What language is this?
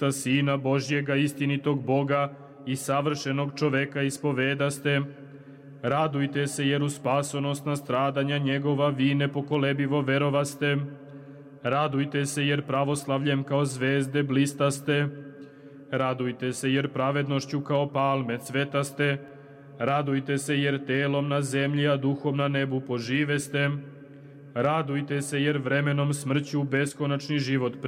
Serbian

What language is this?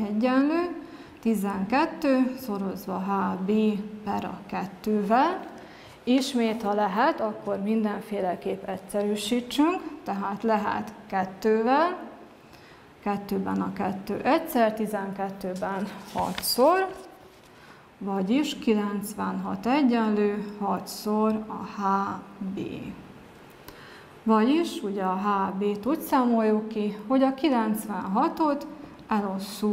Hungarian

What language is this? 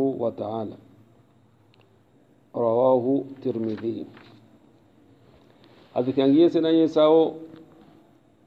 Swahili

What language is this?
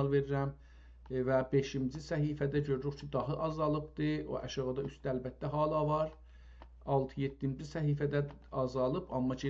South Azerbaijani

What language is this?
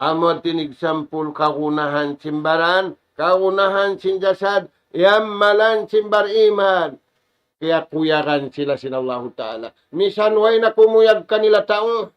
Tausug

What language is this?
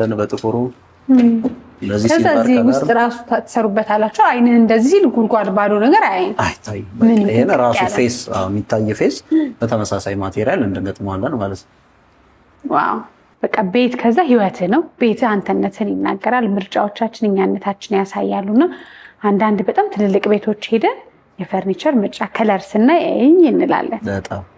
Amharic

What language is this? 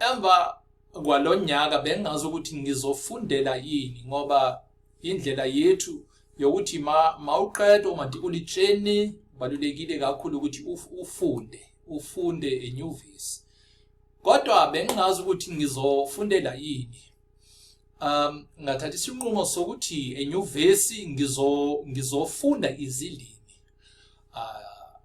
Zulu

